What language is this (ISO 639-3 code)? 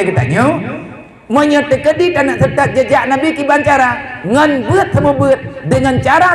ace